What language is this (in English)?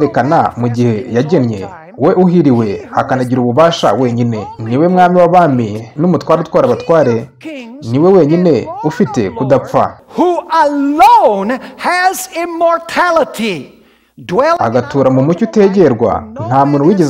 Kinyarwanda